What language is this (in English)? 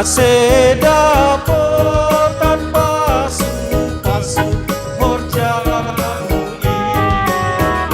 Batak Simalungun